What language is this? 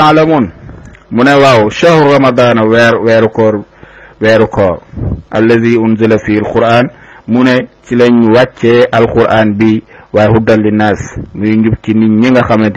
Wolof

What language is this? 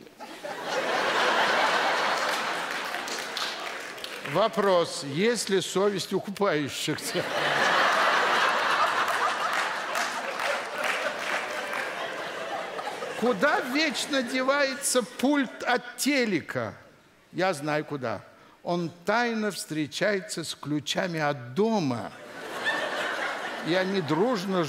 Russian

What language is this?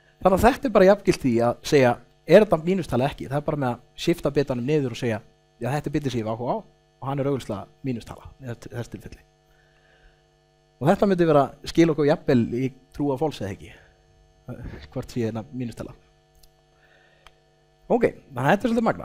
Icelandic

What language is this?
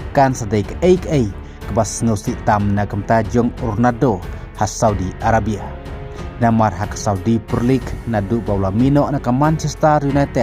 Khasi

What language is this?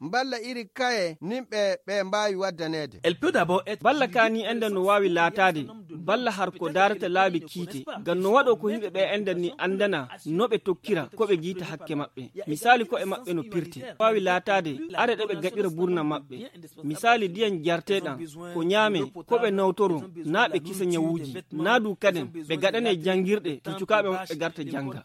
Nigerian Fulfulde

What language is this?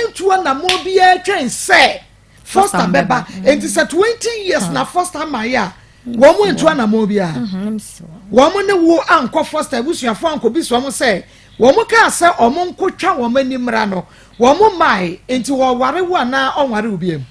Akan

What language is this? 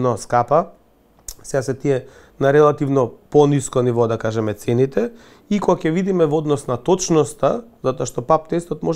Macedonian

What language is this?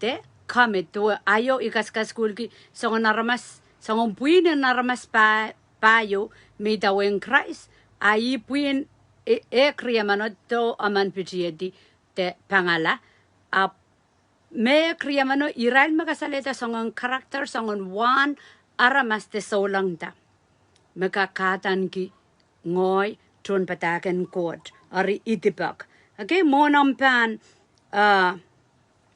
Pohnpeian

